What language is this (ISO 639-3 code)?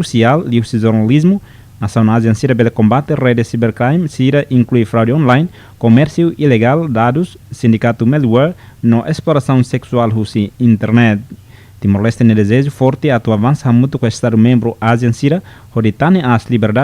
tet